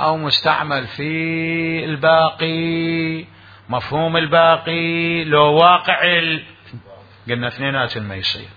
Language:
Mesopotamian Arabic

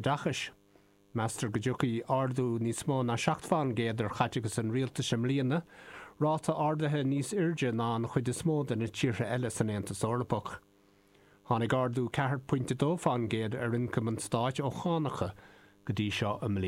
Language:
Irish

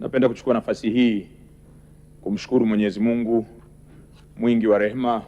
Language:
Swahili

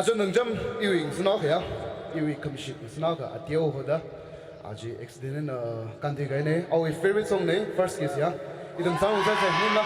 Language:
Tangkhul Naga (India)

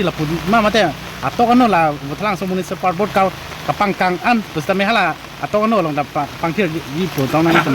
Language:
Karbi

